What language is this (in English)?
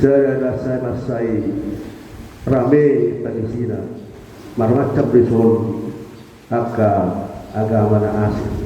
Batak Toba